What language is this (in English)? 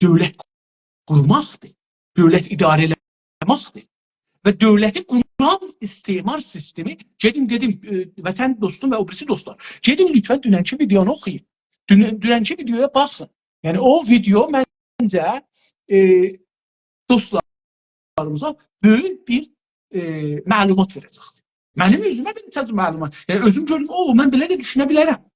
South Azerbaijani